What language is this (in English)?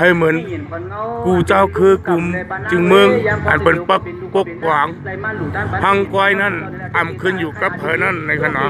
Shan